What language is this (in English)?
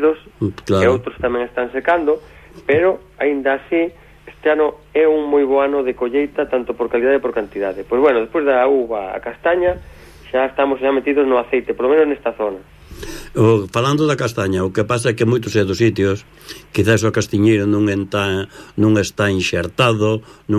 Galician